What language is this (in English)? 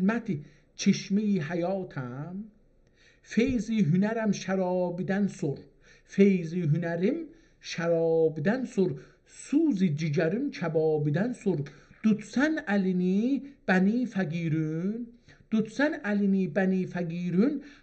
South Azerbaijani